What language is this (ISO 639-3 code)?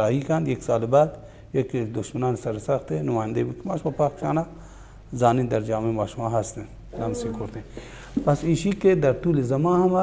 bal